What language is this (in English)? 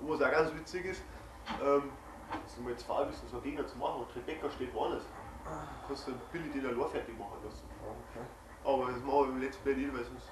Bavarian